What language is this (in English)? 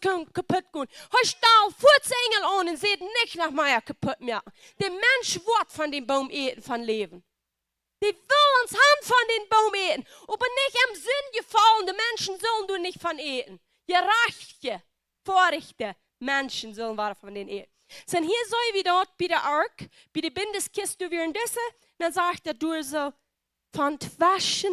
Plautdietsch